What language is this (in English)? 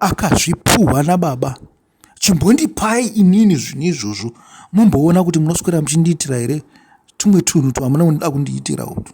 Shona